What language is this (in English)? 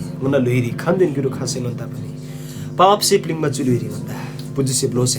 Eastern Tamang